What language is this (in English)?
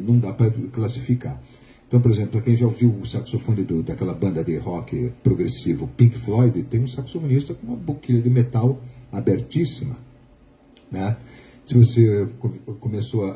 Portuguese